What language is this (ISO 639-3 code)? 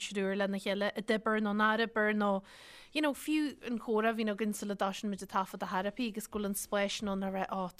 gle